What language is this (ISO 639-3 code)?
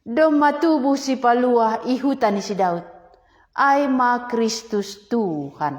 bts